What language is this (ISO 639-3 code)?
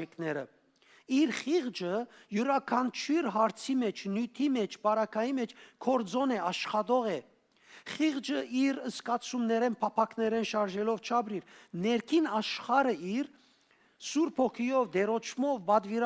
hyw